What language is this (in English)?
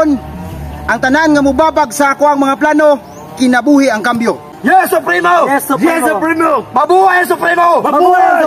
Cebuano